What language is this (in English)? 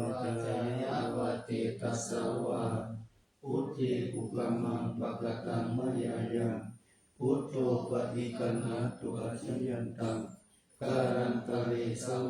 Pali